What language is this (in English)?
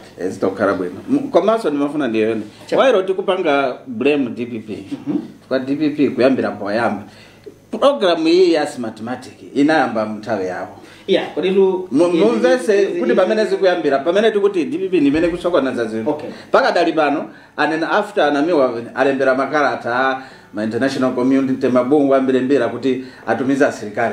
Nyanja